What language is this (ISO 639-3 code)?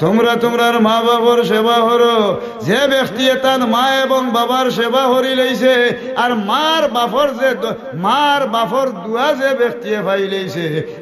syl